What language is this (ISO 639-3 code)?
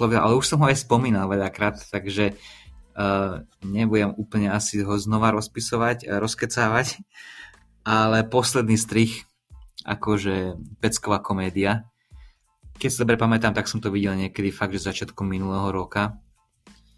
slk